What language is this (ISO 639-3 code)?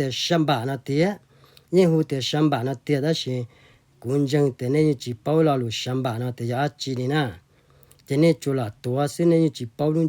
hmn